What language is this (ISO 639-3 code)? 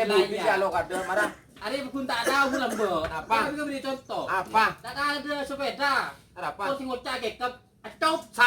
mad